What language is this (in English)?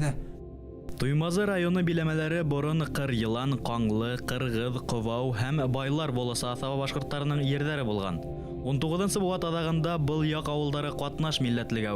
Bashkir